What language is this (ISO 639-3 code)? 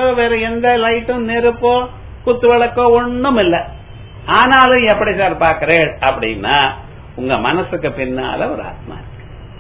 tam